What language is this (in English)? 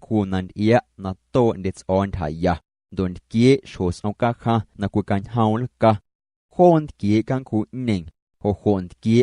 Guerrero Amuzgo